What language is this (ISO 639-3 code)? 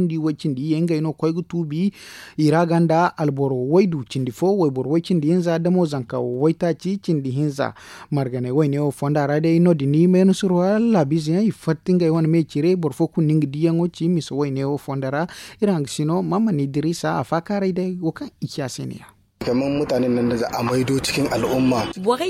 dje